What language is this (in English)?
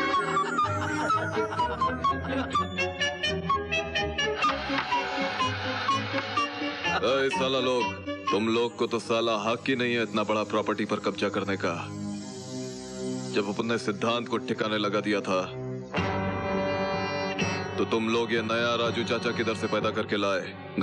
Hindi